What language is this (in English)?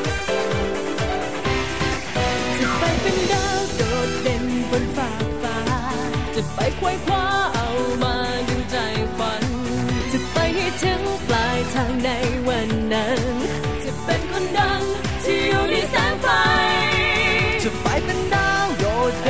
Thai